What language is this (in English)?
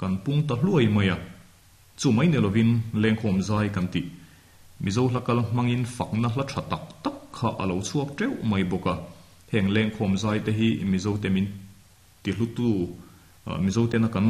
Mizo